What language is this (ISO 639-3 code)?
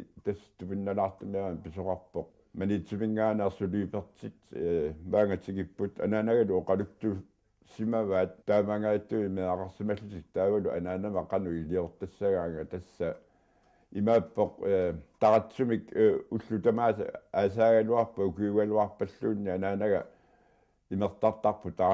kal